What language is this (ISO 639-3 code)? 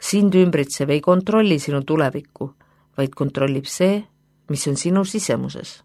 est